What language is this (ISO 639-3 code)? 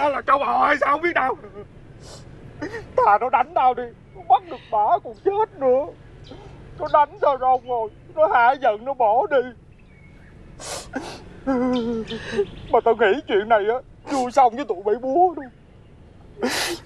vie